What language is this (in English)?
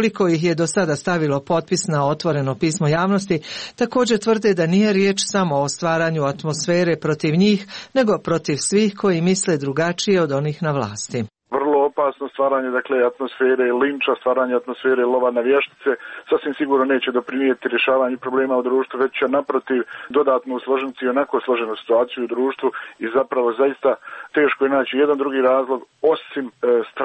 Croatian